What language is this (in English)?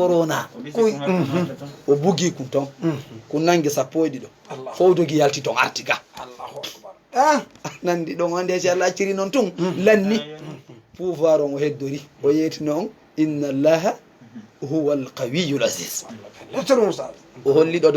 Fula